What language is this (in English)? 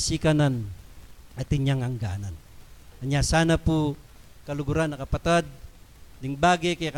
Pampanga